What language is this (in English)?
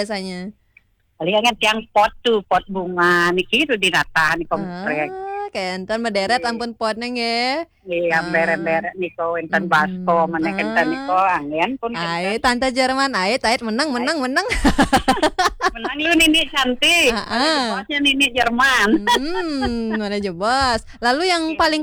Balinese